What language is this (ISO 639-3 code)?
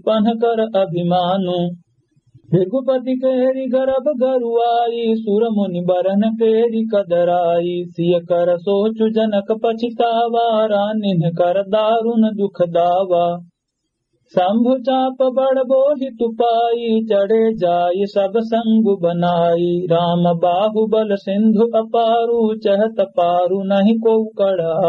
awa